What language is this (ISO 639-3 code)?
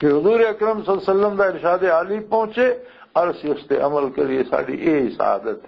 lah